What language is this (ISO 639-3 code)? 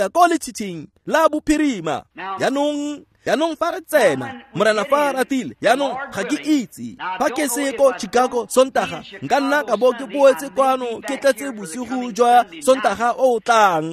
tsn